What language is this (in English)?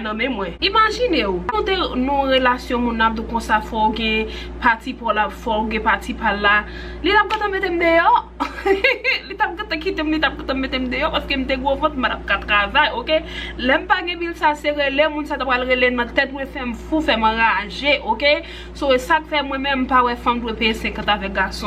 Haitian Creole